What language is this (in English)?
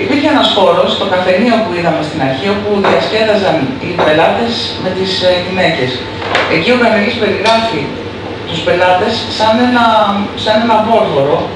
Greek